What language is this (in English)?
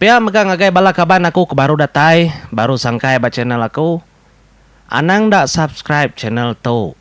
Iban